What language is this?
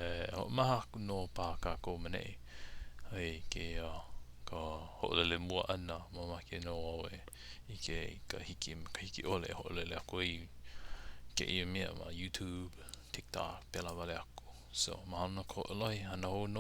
Hawaiian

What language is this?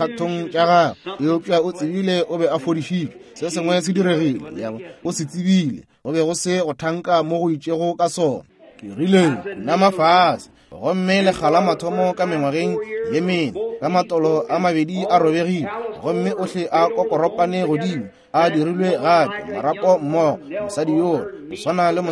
Northern Sotho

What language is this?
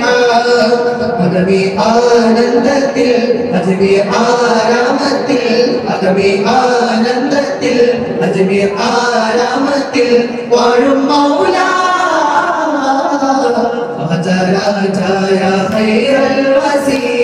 Malayalam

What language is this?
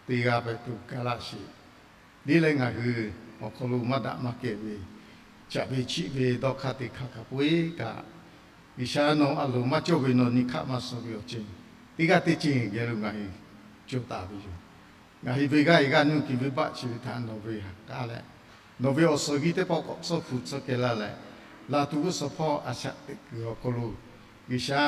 Lahu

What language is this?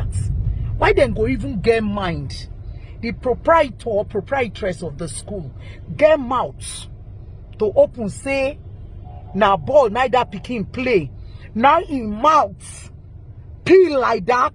Nigerian Pidgin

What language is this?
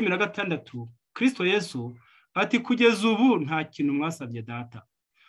Kinyarwanda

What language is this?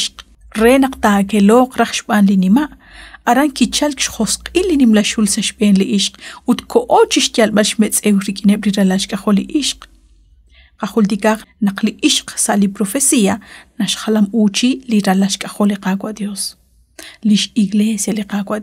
Kekchí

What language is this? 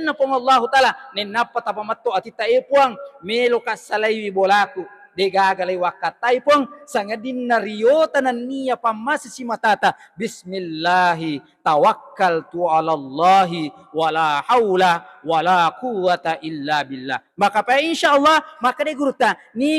Buginese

